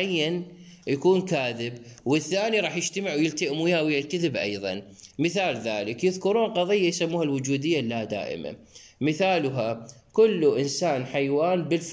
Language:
Mesopotamian Arabic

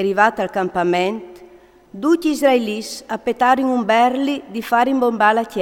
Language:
Friulian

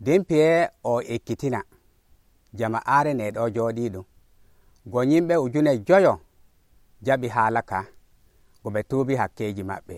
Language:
Nigerian Fulfulde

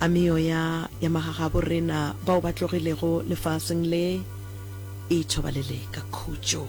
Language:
Northern Sotho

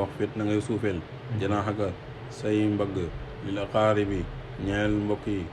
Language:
Wolof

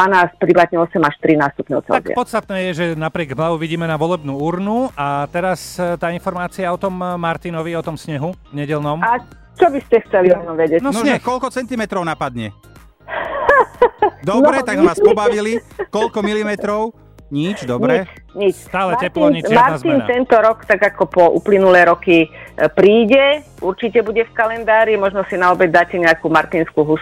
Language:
Slovak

